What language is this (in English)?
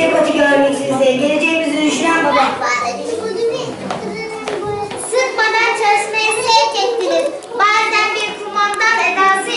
Turkish